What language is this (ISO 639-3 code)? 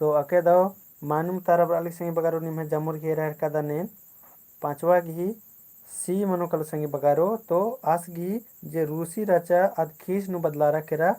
kru